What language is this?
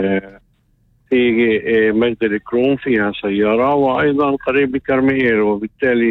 North Levantine Arabic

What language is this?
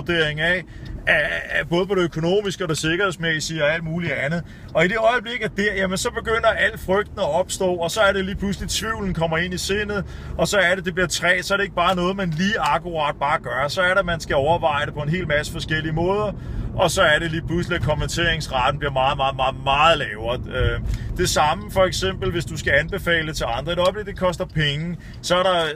Danish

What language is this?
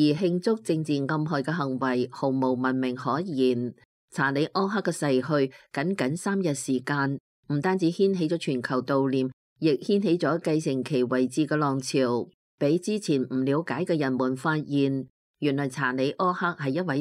Cantonese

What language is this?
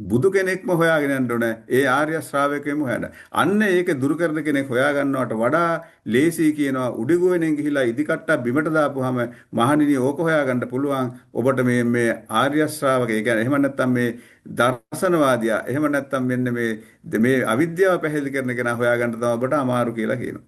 Sinhala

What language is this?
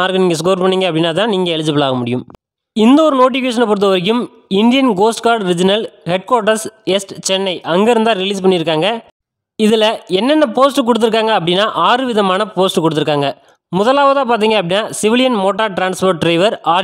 Tamil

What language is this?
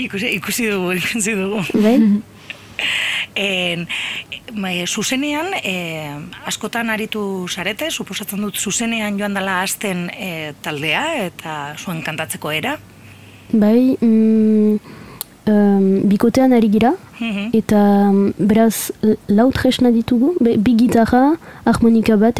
Basque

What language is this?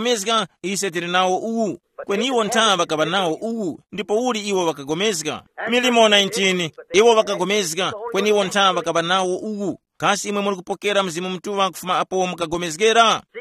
Tumbuka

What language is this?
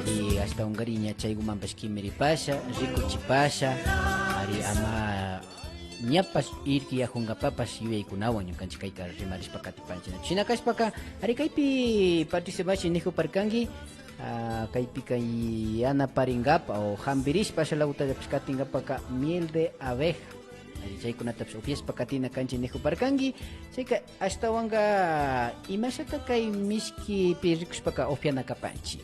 Imbabura Highland Quichua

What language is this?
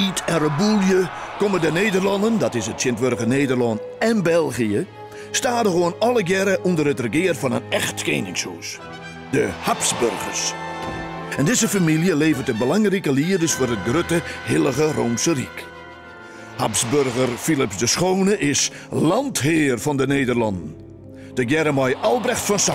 Western Frisian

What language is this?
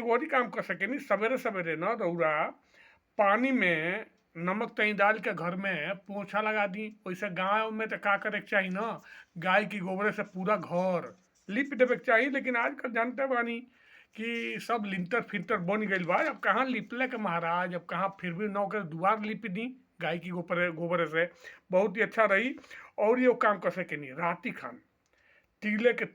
Bhojpuri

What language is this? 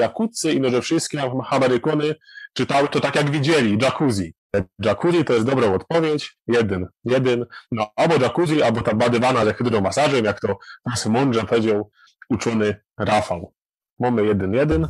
Silesian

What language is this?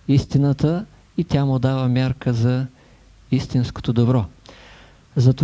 Bulgarian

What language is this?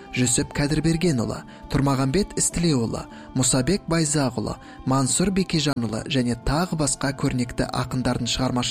Kazakh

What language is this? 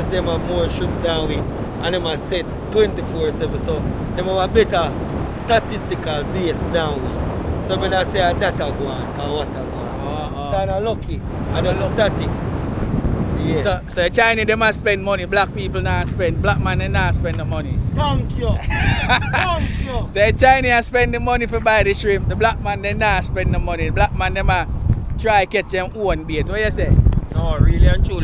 Jamaican Creole English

